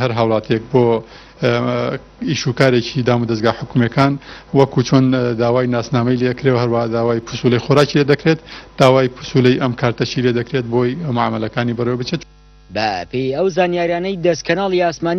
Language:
Central Kurdish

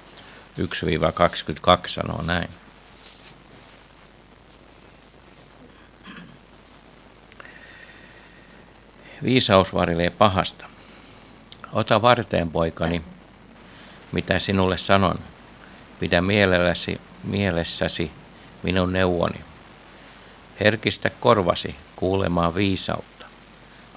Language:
Finnish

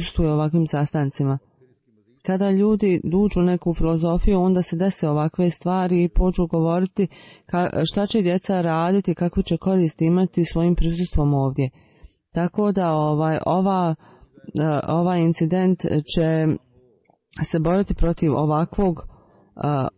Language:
Bosnian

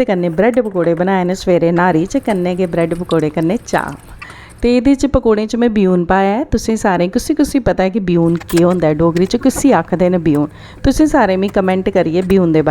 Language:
Dogri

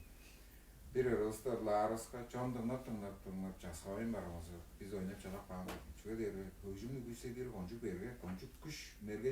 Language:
Tuvinian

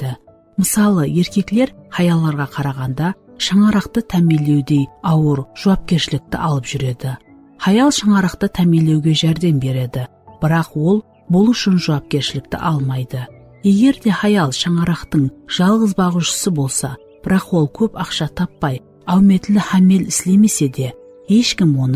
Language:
Kara-Kalpak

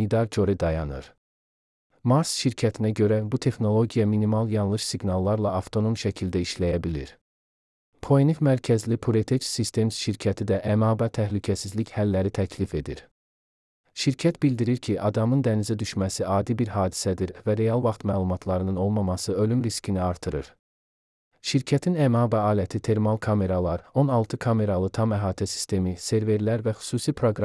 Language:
Azerbaijani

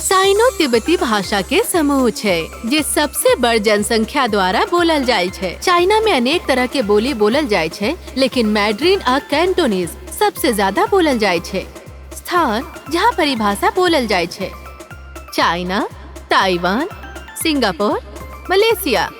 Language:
Maithili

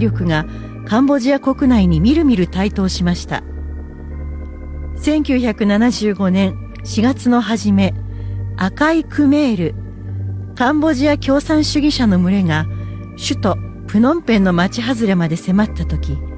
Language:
Japanese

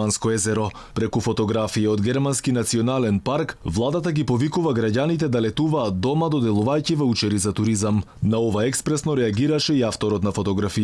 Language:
Macedonian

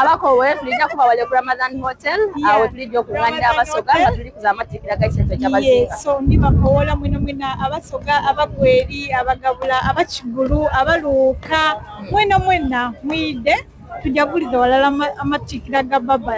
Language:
Soga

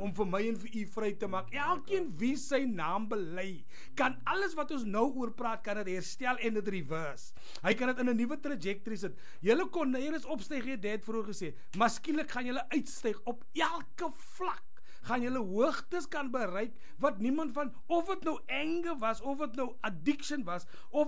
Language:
Afrikaans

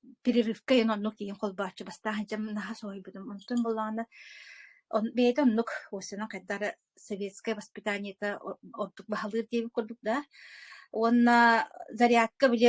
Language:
Yakut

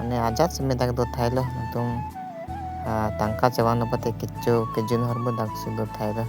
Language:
Karbi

